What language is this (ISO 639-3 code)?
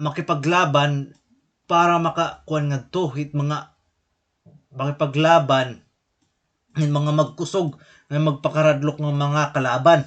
war